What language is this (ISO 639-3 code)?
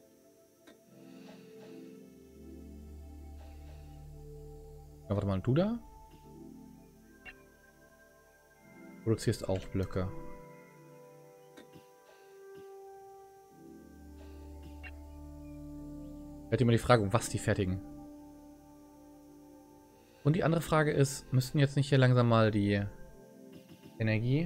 deu